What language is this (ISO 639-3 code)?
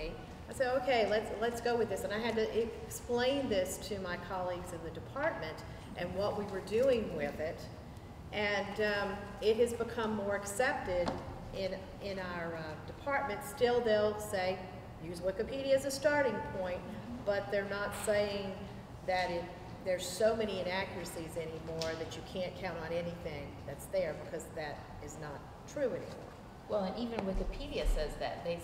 eng